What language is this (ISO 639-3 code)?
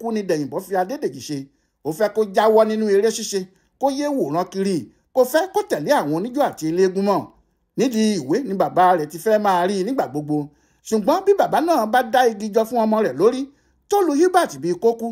yor